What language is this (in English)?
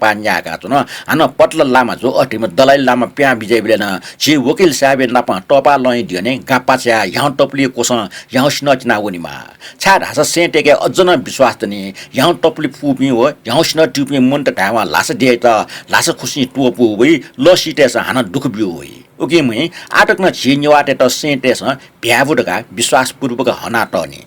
Newari